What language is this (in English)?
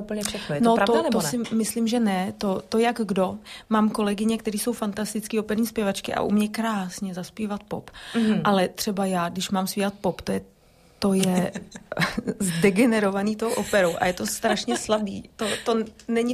Czech